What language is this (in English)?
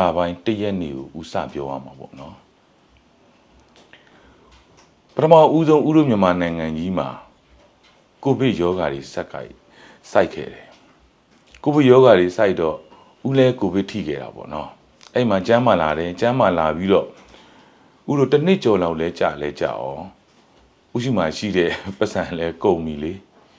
Burmese